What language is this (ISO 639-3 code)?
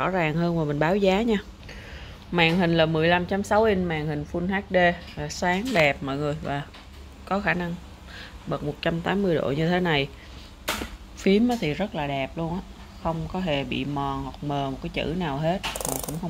vie